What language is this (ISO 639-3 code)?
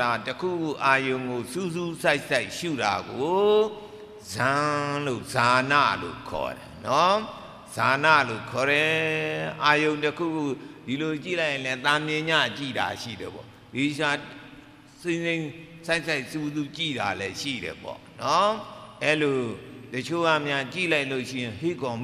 mya